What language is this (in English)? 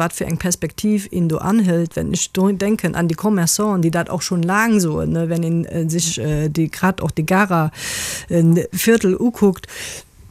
Luxembourgish